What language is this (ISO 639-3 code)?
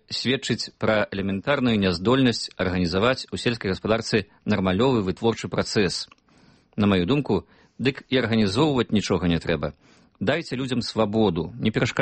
bel